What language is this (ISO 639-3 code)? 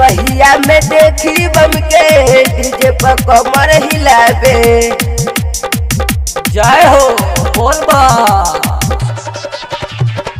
bho